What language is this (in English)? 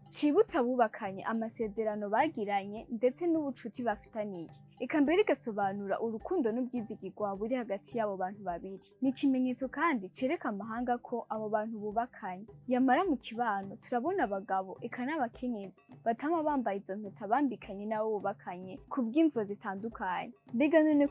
Rundi